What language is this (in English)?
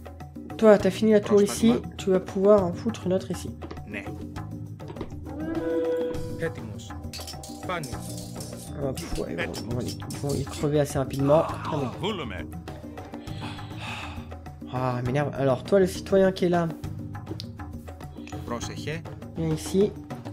French